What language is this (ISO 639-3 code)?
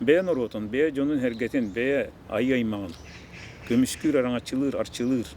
sah